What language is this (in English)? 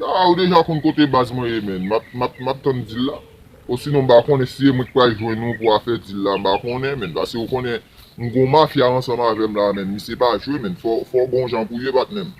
Haitian Creole